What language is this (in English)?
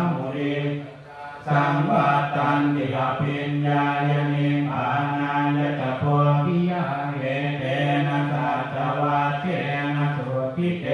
Pali